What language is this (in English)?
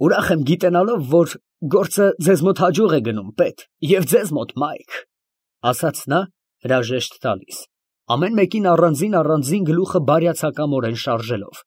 Armenian